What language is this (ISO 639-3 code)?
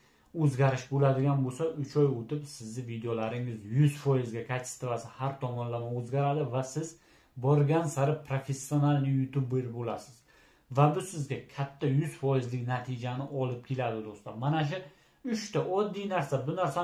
uzb